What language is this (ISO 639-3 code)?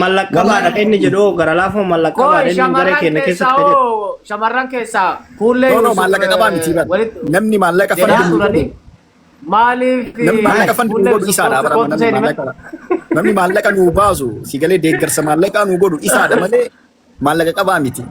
orm